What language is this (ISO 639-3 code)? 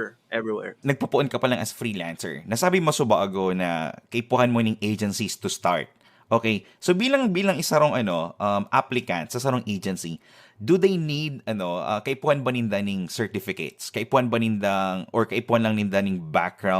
bik